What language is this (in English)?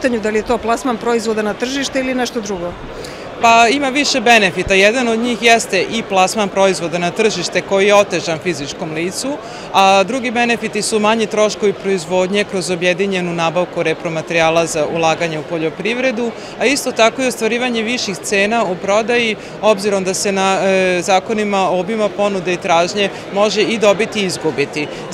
Serbian